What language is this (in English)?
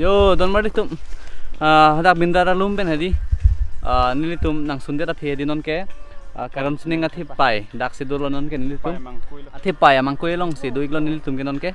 Karbi